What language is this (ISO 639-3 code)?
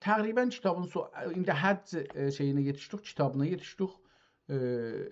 azb